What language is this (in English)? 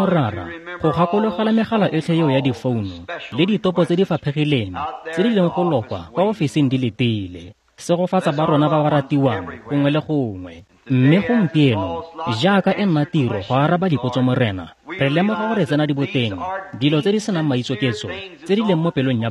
Tswana